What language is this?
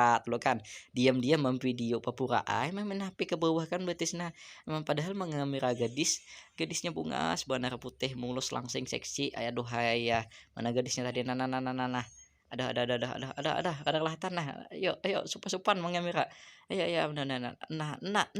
Banjar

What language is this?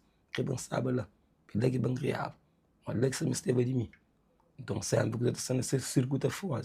Kabuverdianu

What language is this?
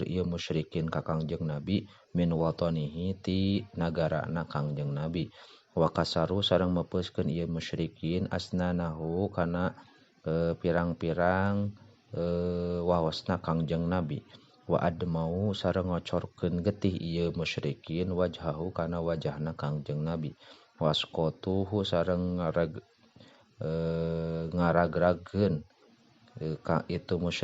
Sundanese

